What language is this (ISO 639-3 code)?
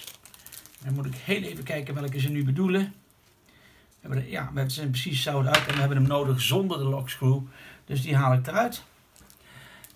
nld